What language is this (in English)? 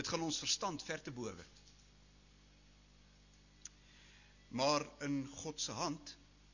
Afrikaans